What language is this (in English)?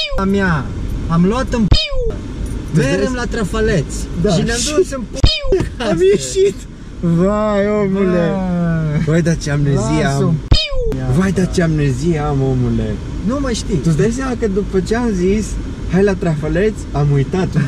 Romanian